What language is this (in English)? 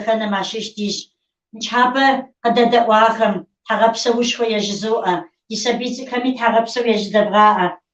Kabardian